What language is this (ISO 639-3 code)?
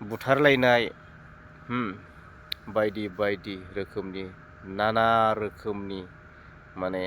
brx